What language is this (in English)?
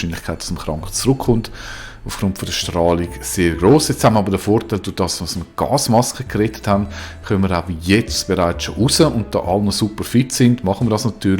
Swiss German